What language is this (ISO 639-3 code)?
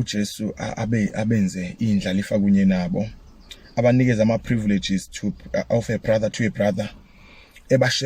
zul